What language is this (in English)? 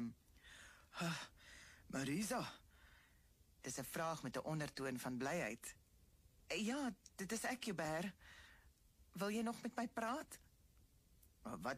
Afrikaans